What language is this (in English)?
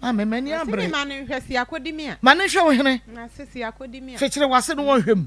Akan